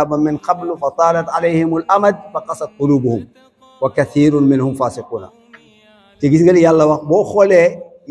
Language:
Wolof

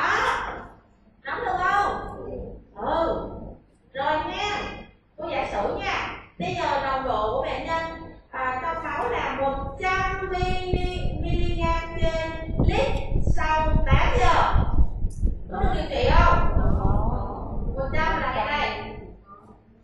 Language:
Vietnamese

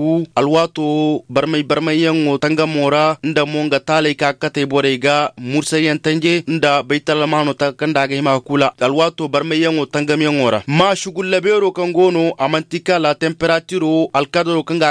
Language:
Koyraboro Senni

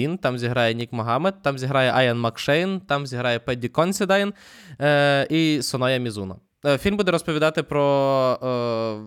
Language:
Ukrainian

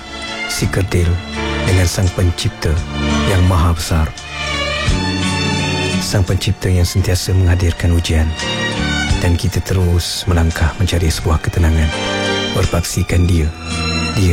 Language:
Malay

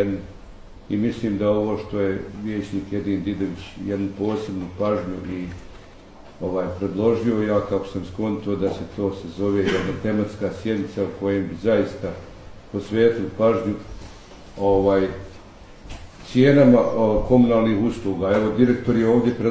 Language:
Bosnian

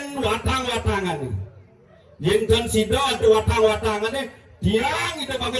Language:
Balinese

